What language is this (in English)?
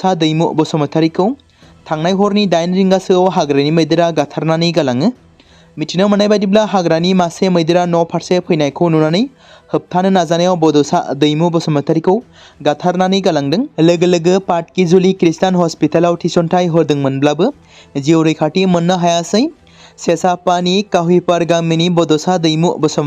Bodo